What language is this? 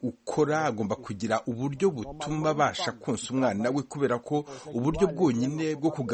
Kinyarwanda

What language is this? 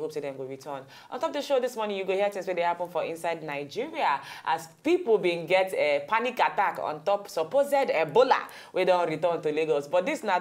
Nigerian Pidgin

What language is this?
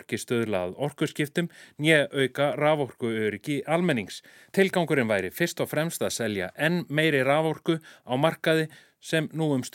Icelandic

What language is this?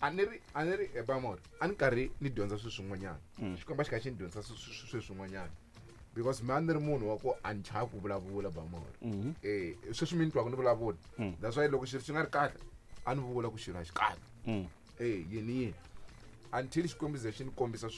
Tsonga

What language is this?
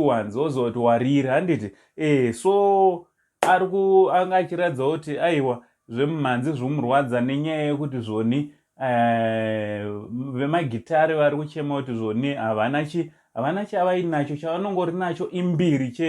Shona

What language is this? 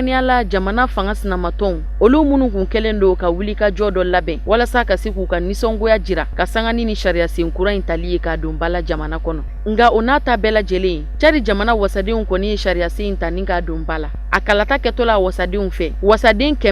Bambara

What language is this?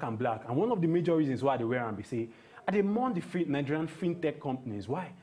Nigerian Pidgin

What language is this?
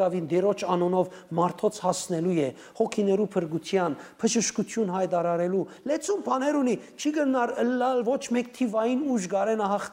Western Armenian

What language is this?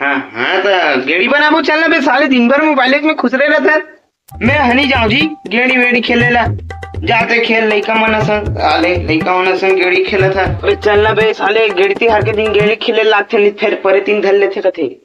Chhattisgarhi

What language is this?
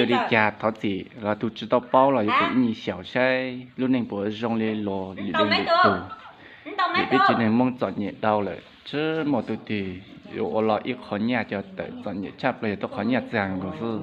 Hmong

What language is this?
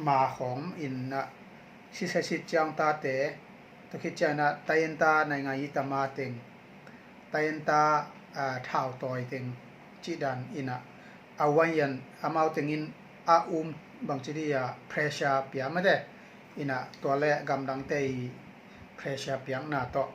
Tedim Chin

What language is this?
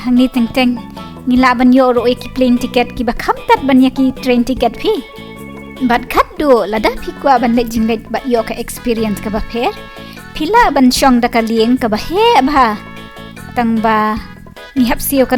Khasi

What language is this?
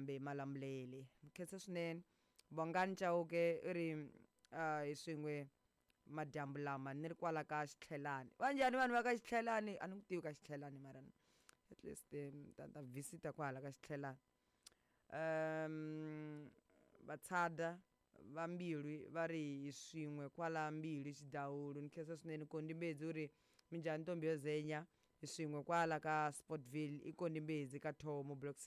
Tsonga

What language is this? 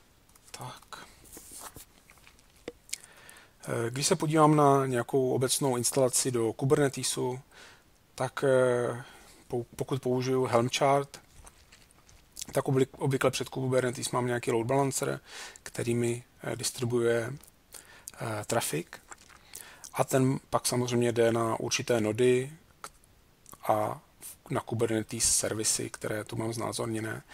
Czech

